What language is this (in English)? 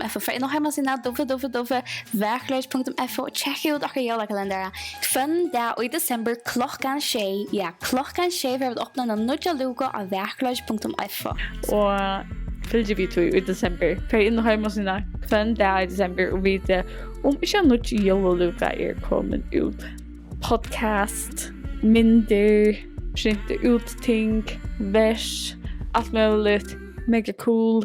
Faroese